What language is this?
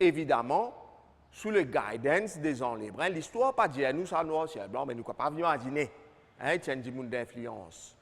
Morisyen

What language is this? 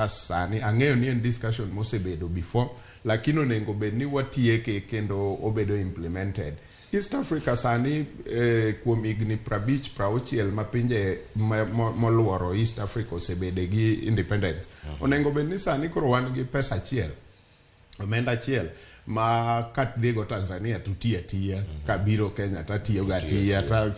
Luo (Kenya and Tanzania)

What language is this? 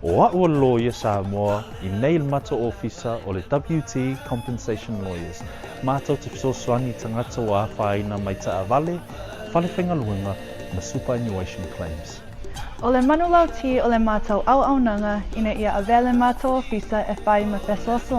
Samoan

